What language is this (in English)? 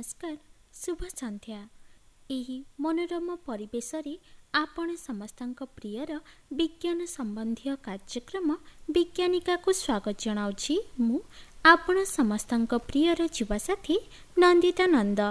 Odia